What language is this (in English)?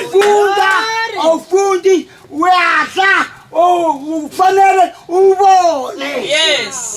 Zulu